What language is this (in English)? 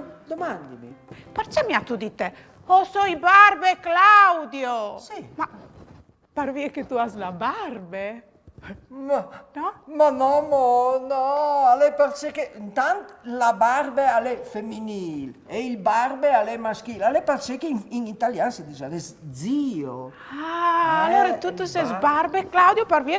Friulian